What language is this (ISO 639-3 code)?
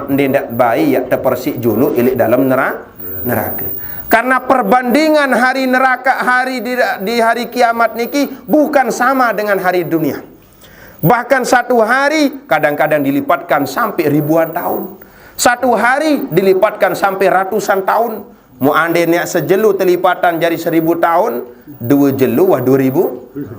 sas